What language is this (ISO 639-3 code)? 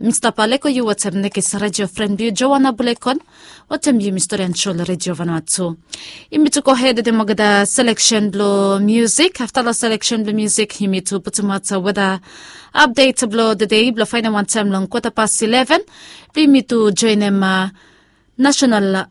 bis